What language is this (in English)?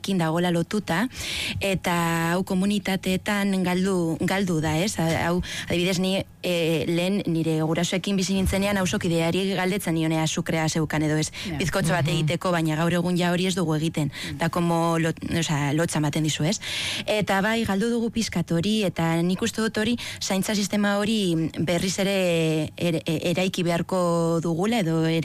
Basque